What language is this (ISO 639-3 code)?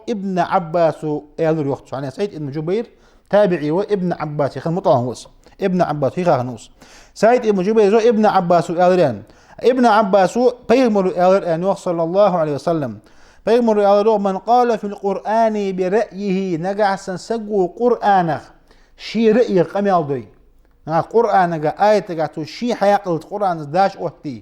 inh